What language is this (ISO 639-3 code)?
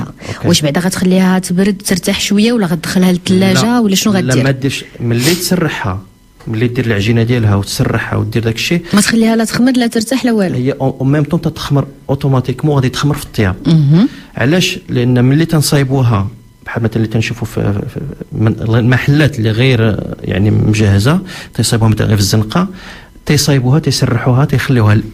ary